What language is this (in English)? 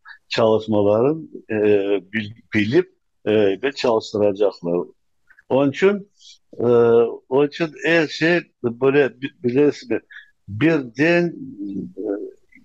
Crimean Tatar